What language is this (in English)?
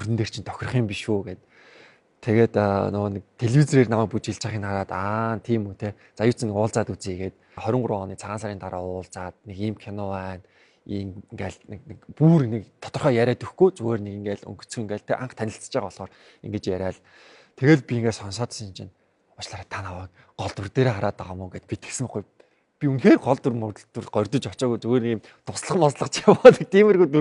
Mongolian